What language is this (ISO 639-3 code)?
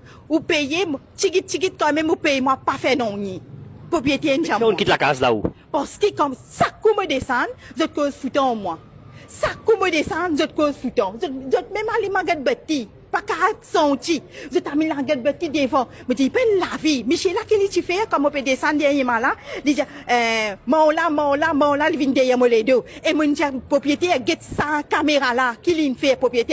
mfe